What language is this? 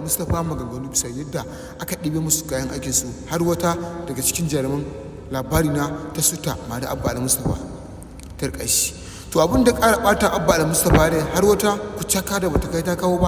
Hausa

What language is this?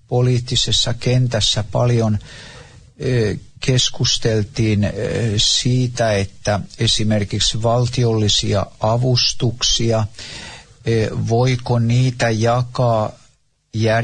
Finnish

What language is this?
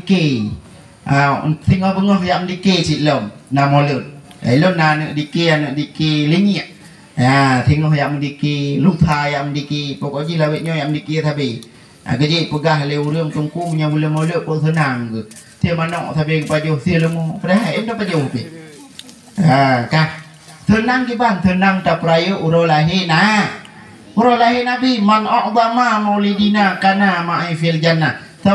Achinese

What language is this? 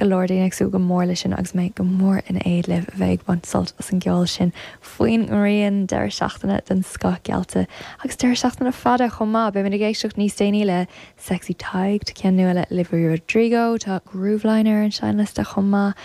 Irish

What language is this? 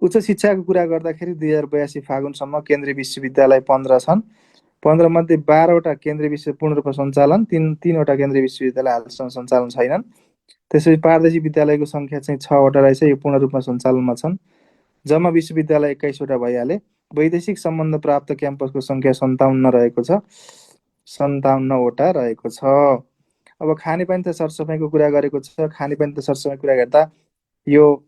Nepali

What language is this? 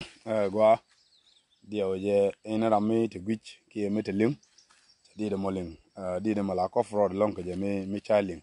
Nuer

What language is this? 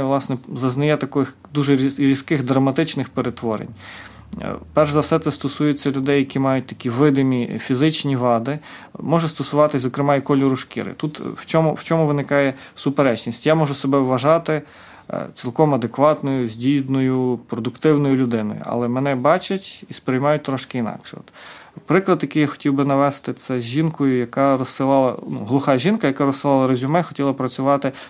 Ukrainian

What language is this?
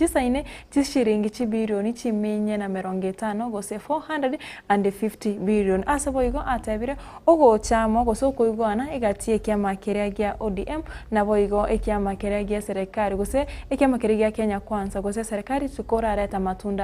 Gusii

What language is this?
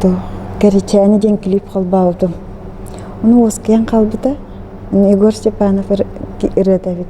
Yakut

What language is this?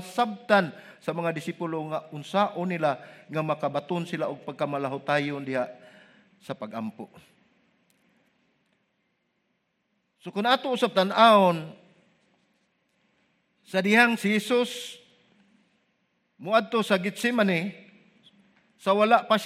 Cebuano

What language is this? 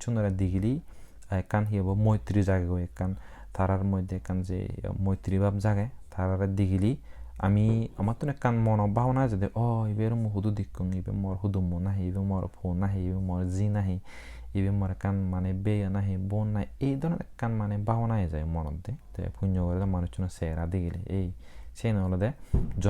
Chakma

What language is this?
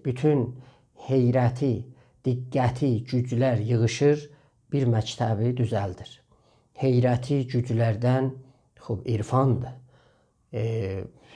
South Azerbaijani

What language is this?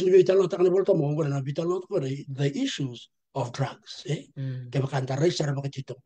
Fijian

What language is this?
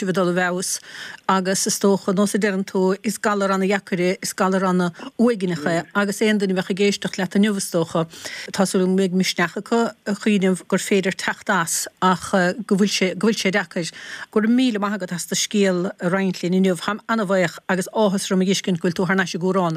Irish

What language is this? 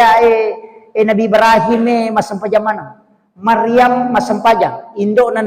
Buginese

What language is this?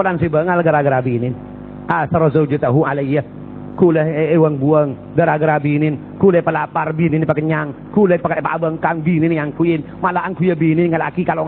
Madurese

